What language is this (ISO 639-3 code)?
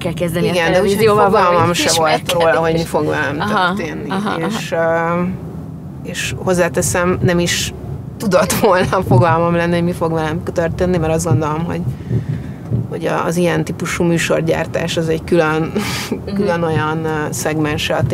hun